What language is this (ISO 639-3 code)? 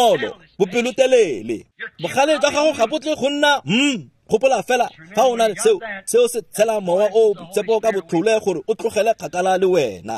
tsn